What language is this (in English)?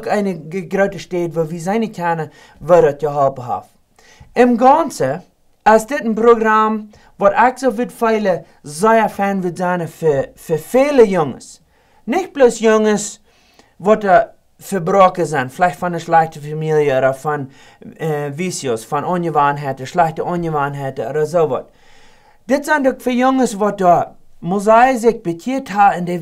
Plautdietsch